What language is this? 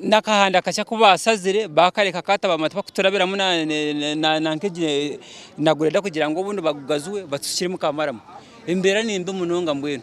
Nyankole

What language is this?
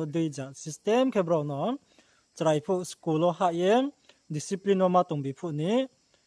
Riang (India)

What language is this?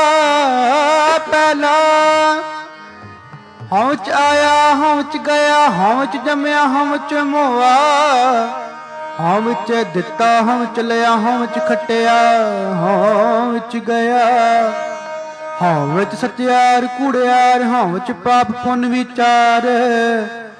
Punjabi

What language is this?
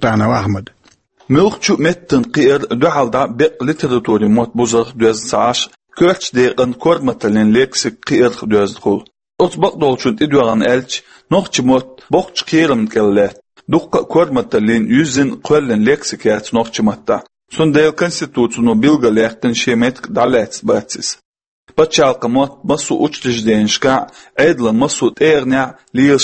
Chechen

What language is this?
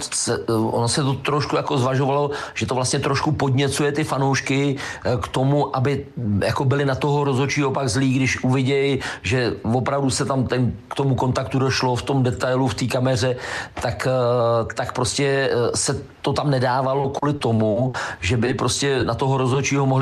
Czech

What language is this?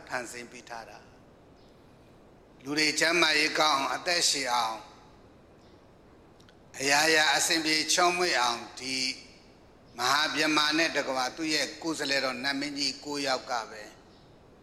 Burmese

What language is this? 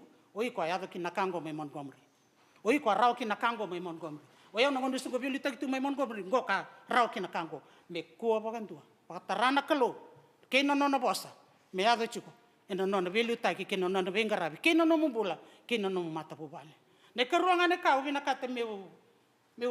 Fijian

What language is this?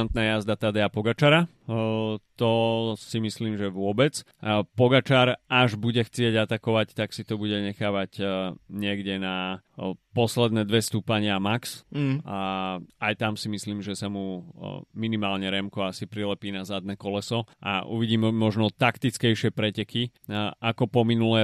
Slovak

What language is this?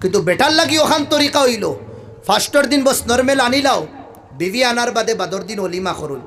Sylheti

